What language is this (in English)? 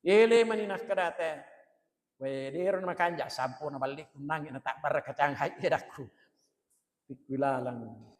Buginese